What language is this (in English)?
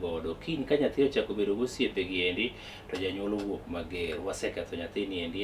Luo (Kenya and Tanzania)